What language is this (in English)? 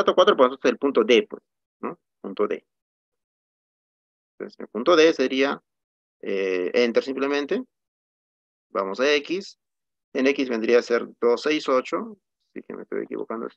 Spanish